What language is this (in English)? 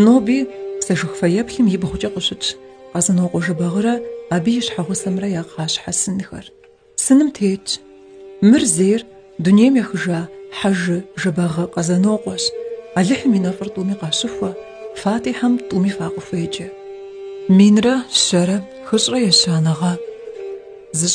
Kabardian